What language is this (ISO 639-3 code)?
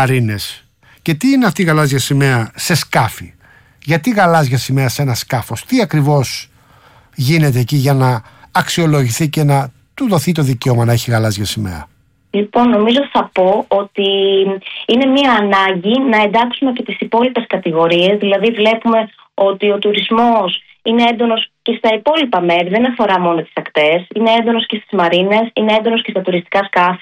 ell